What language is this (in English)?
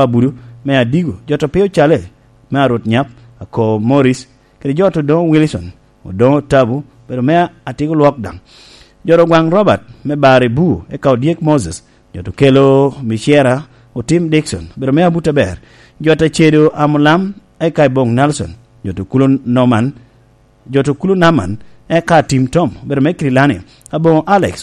Lango (Uganda)